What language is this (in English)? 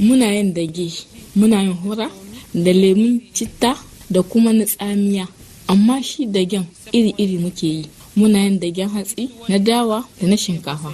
Hausa